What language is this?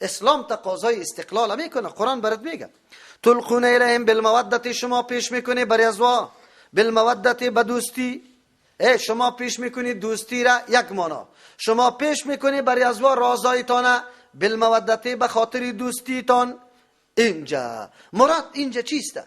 Persian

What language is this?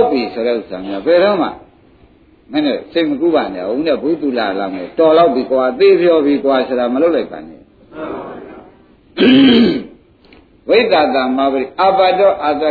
Burmese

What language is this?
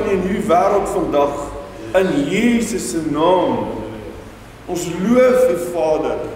Afrikaans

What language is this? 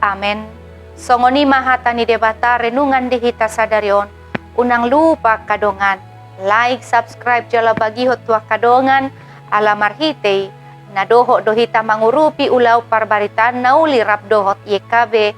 Batak Toba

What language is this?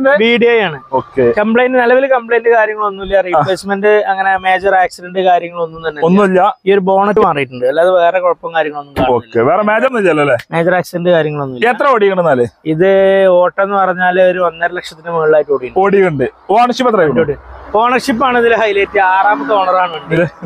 Malayalam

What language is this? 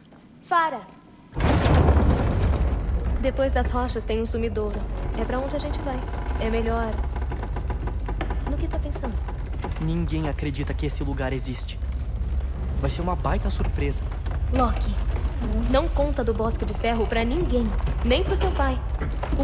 Portuguese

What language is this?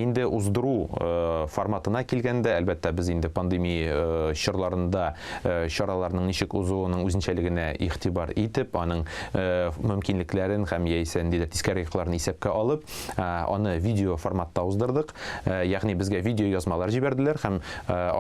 Tatar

